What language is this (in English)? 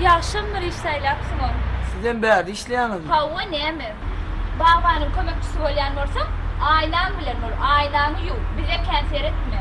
Turkmen